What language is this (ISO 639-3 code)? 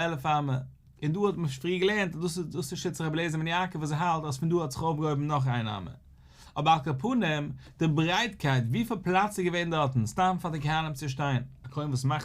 yid